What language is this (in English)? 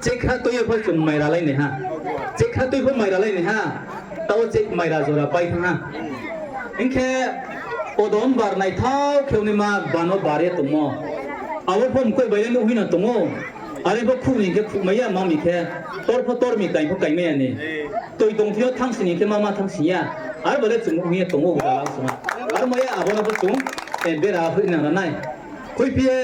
Riang (India)